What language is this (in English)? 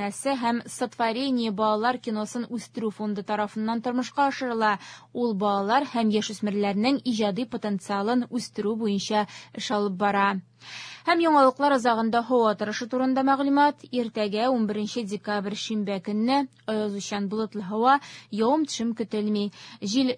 Tatar